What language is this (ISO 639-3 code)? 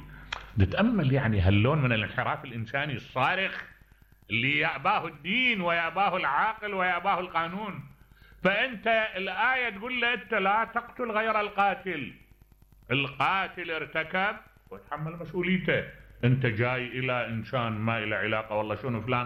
acm